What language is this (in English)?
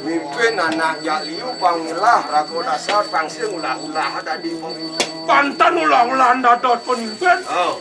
Balinese